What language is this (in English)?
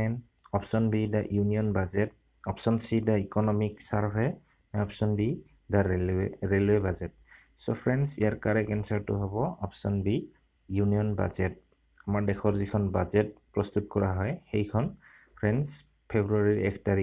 Assamese